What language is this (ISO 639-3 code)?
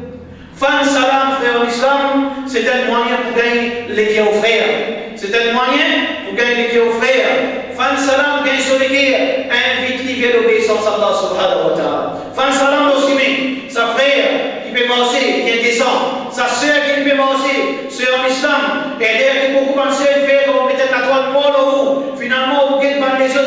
mfe